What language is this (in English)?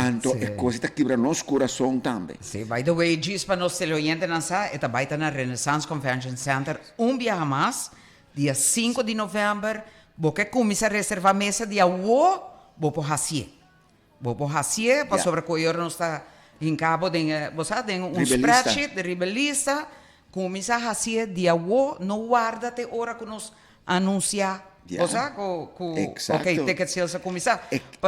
Papiamento